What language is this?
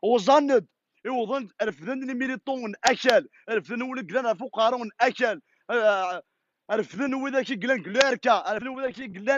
Kabyle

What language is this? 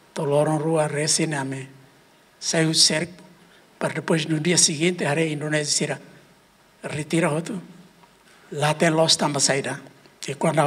Tetum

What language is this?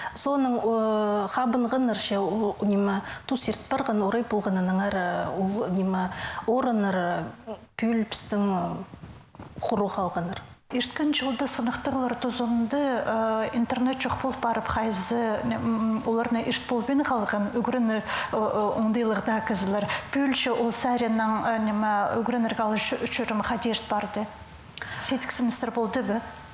Khakas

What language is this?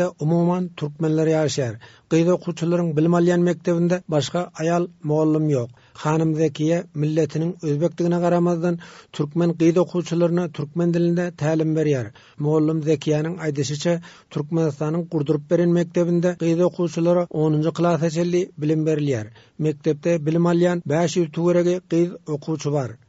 Turkmen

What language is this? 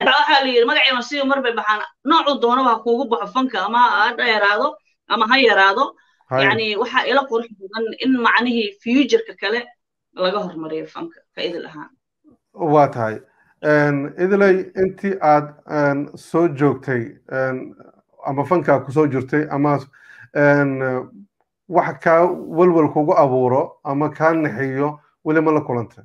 Somali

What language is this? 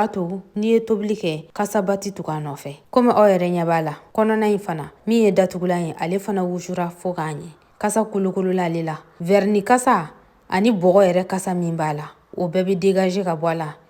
Bambara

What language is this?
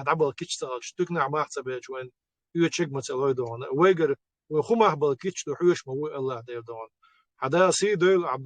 Chechen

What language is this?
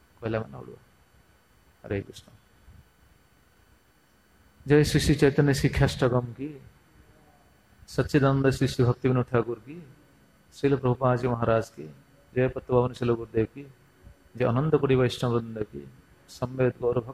Odia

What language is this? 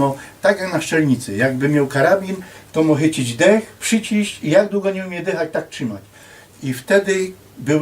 Silesian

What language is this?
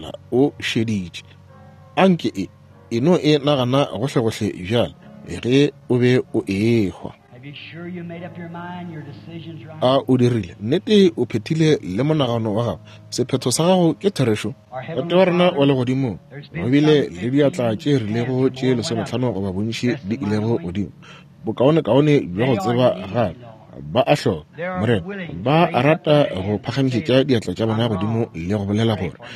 Northern Sotho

